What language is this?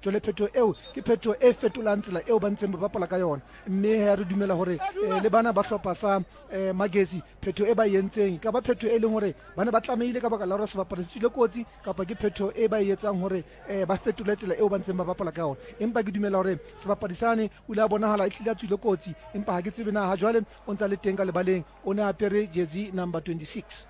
Southern Sotho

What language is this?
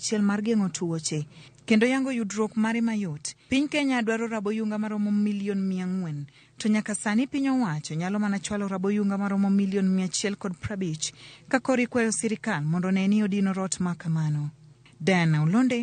Luo (Kenya and Tanzania)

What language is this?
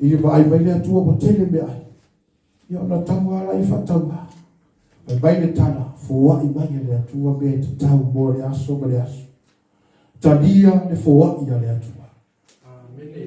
Samoan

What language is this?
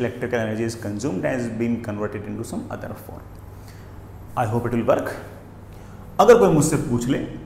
Hindi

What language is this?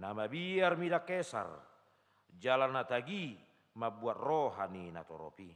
Batak Toba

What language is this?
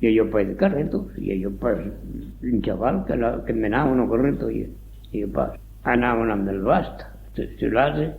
Occitan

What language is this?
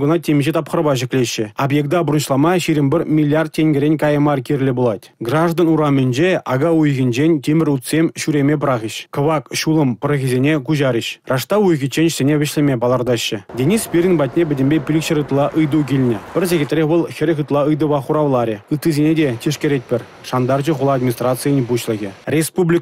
Chuvash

